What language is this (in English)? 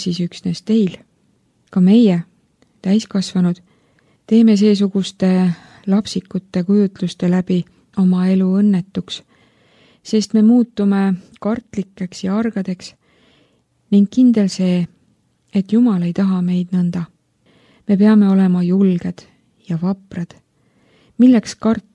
Estonian